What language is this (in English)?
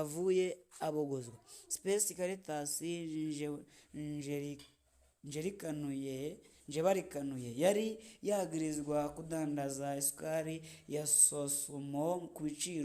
Rundi